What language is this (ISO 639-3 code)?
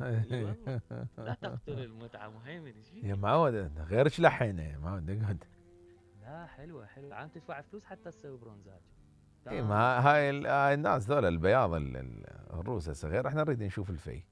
acm